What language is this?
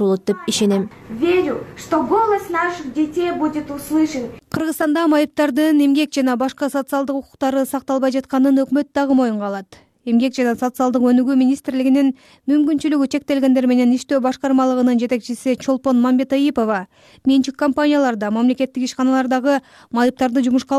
Kyrgyz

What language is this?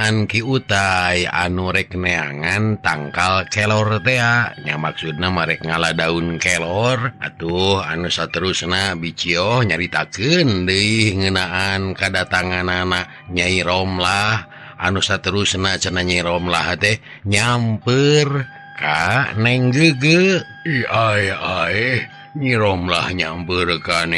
Sundanese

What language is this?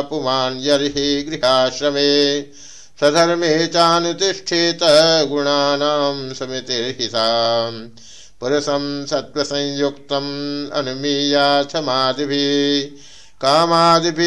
Sanskrit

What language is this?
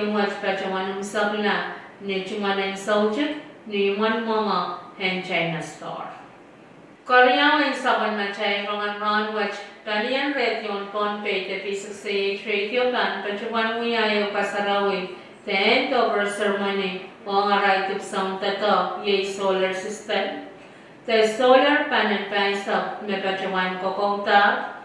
Pohnpeian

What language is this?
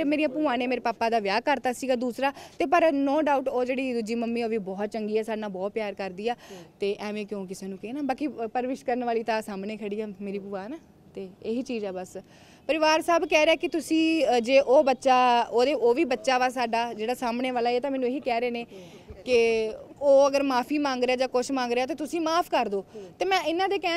Punjabi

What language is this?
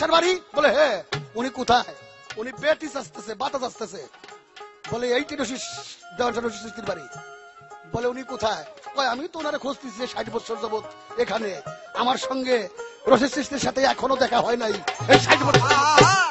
Bangla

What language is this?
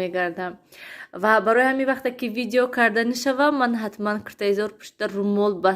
Tajik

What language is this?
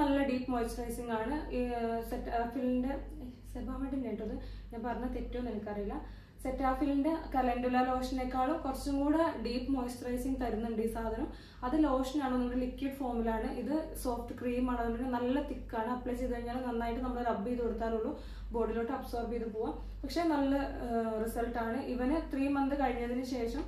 Malayalam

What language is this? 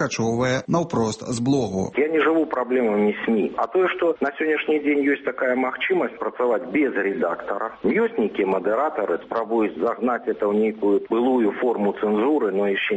Belarusian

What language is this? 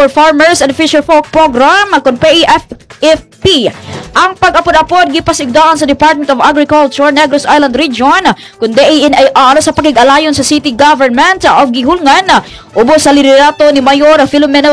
Cebuano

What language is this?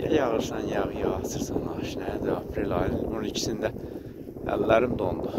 Azerbaijani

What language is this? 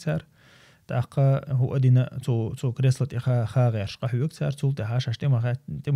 Chechen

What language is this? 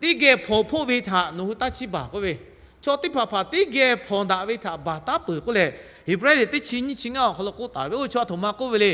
Lahu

